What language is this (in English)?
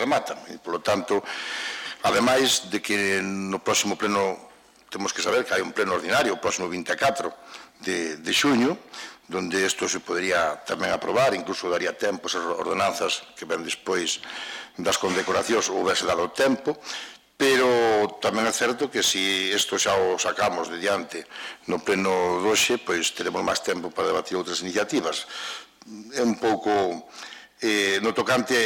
Galician